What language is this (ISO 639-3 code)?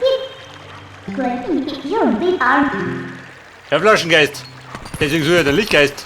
bar